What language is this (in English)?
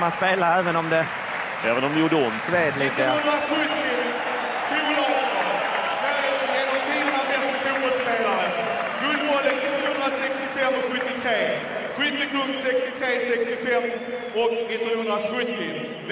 Swedish